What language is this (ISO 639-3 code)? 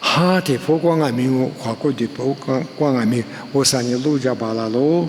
lis